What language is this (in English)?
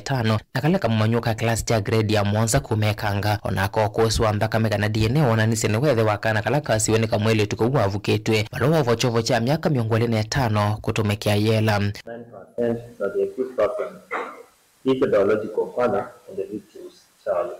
Kamba